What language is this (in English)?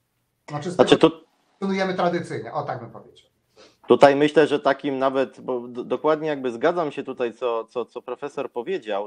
Polish